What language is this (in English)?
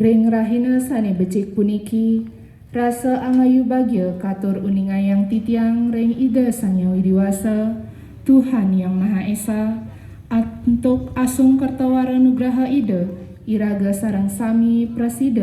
Balinese